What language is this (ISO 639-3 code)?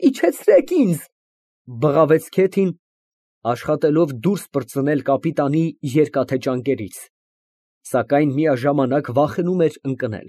hye